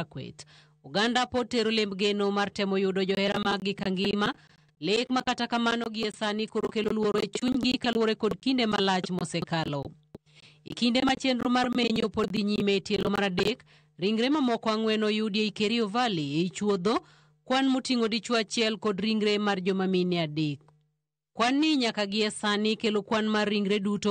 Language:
Luo (Kenya and Tanzania)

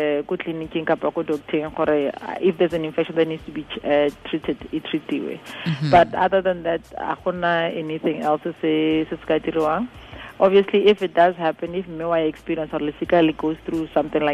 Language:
Tswana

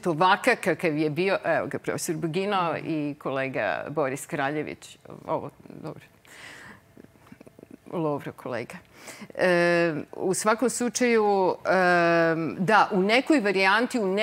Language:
Serbian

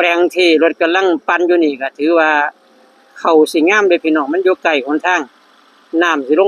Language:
Northeastern Thai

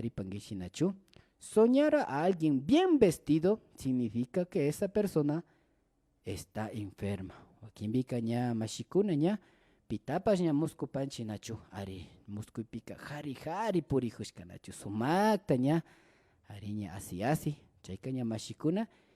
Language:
Imbabura Highland Quichua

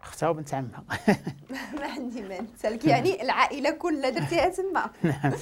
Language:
Moroccan Arabic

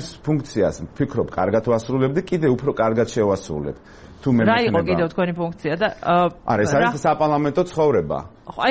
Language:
Georgian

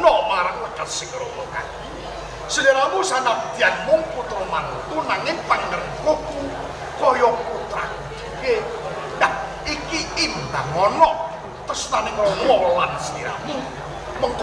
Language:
Javanese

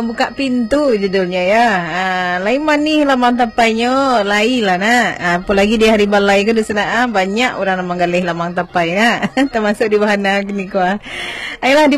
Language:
Minangkabau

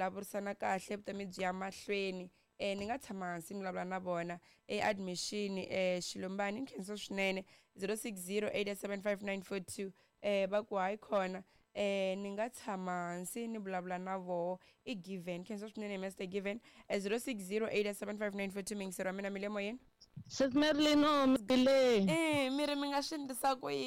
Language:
Tsonga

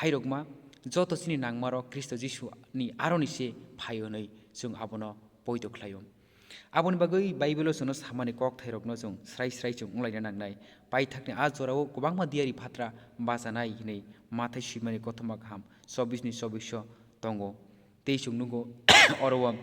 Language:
Kok Borok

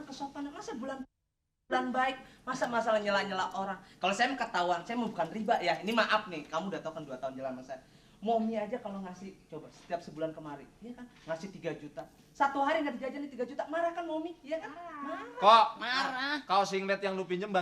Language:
Betawi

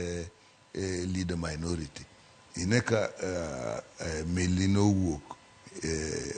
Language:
Luo (Kenya and Tanzania)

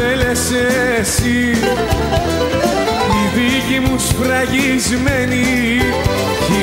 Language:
Greek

